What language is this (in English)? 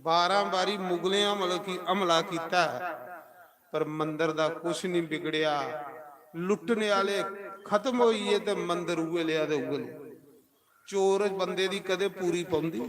Dogri